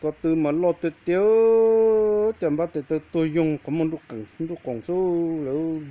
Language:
Hmong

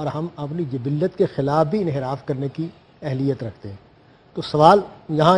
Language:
Urdu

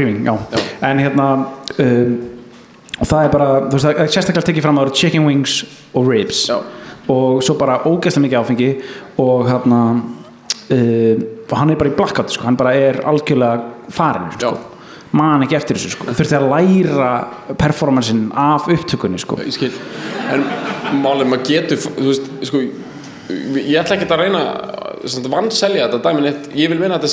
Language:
Icelandic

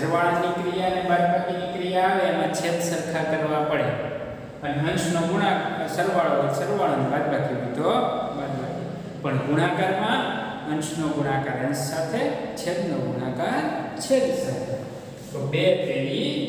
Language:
Gujarati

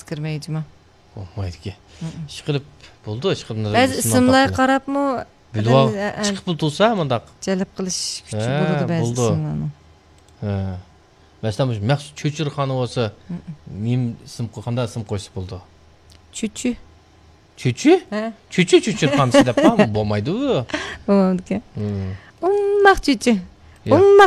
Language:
Uyghur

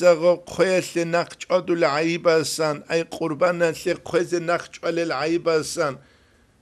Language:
Avaric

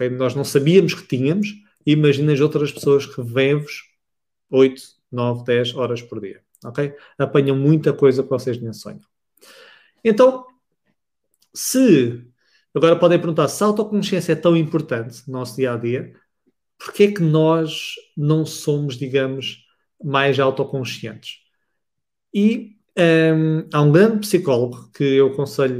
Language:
Portuguese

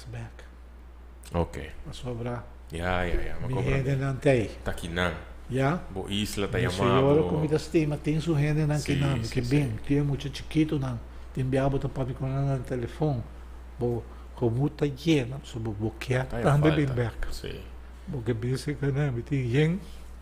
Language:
Papiamento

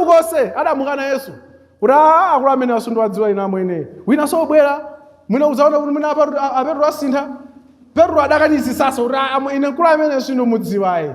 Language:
Nyanja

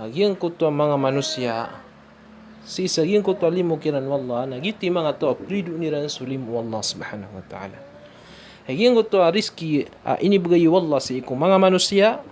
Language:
Maranao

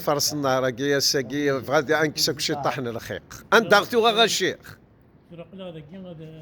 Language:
Kabyle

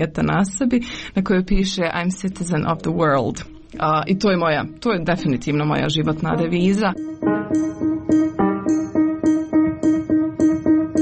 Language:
Croatian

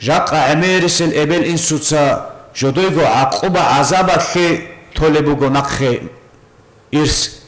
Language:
Avaric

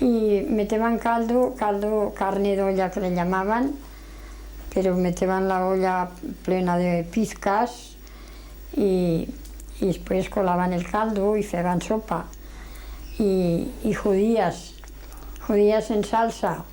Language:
Aragonese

